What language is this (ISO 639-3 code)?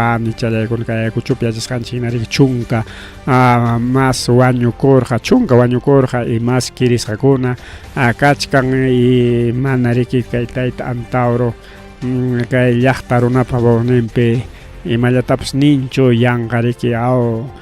quy